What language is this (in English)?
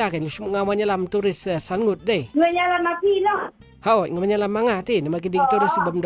Khasi